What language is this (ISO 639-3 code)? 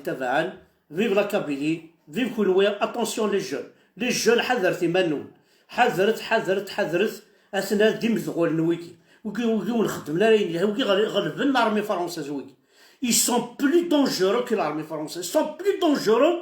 kab